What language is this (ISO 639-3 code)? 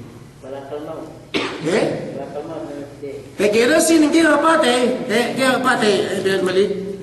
yka